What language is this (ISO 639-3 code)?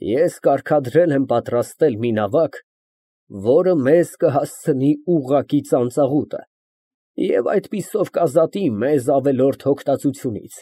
hye